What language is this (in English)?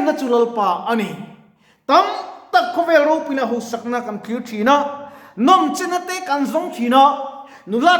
Mizo